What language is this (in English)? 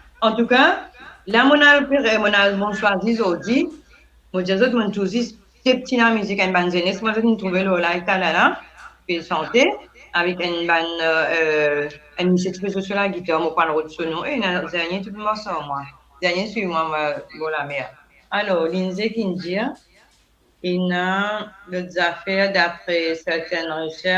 Morisyen